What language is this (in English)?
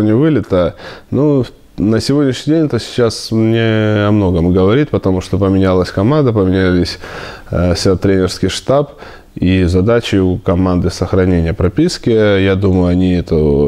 Russian